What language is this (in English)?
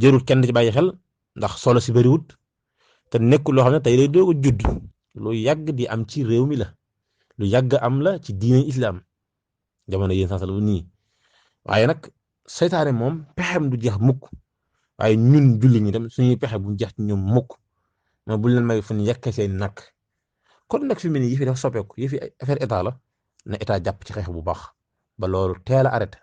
Wolof